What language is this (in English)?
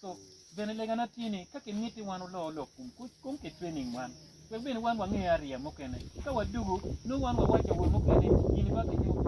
Acoli